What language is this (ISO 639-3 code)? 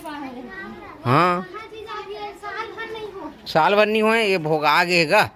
hne